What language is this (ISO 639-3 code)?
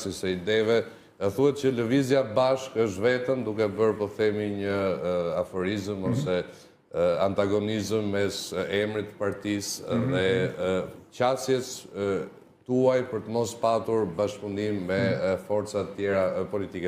sqi